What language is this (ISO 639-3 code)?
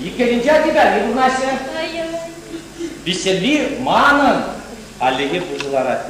chv